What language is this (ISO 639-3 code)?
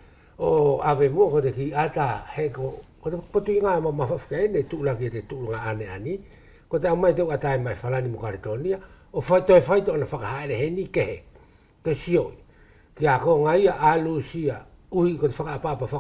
wls